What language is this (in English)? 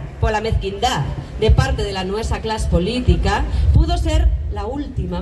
Asturian